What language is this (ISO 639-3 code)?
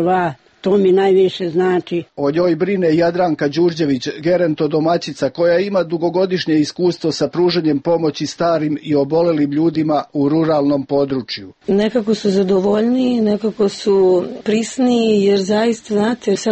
srp